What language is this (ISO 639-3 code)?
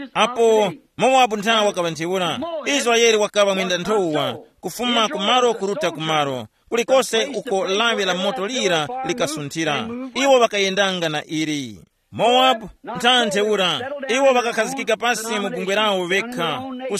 tum